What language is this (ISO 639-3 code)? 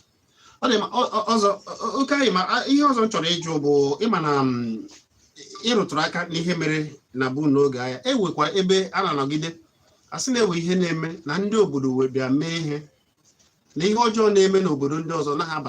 ibo